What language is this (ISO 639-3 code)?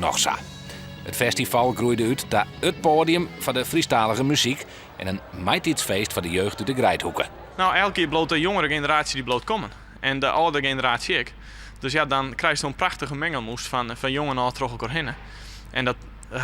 fry